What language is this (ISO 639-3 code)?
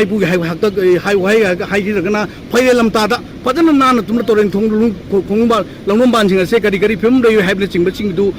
mni